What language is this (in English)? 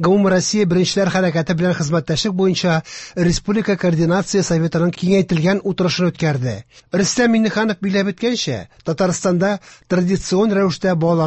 Tatar